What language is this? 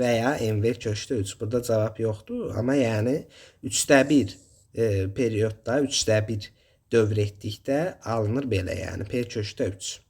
Azerbaijani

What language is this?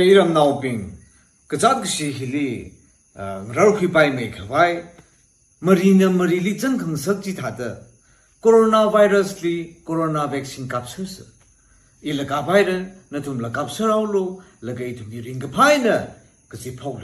Tangkhul Naga (India)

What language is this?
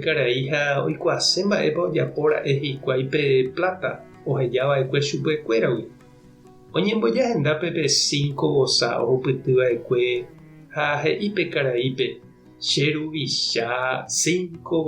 Guarani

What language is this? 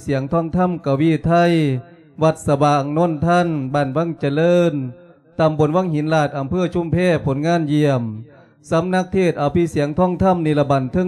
Lao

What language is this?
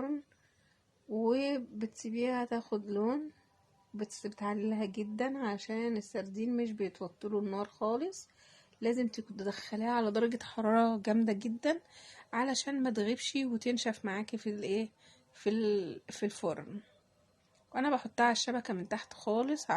Egyptian Arabic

